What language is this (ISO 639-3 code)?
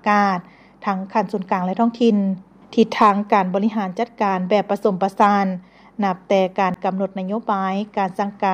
lao